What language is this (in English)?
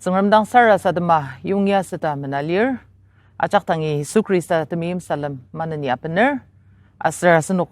Ao Naga